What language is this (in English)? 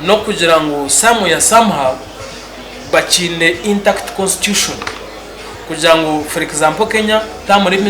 Nyankole